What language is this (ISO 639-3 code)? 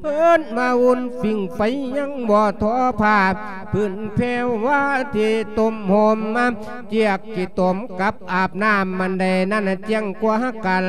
lao